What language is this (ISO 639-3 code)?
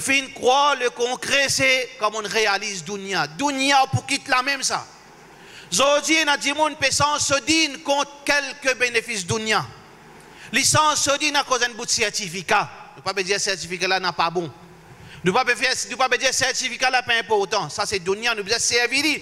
mfe